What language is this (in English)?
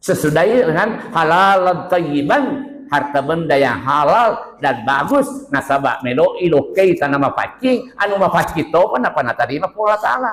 Buginese